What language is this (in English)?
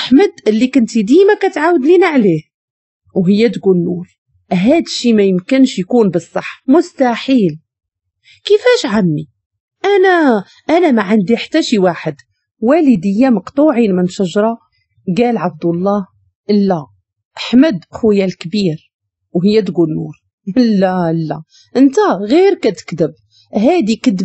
Moroccan Arabic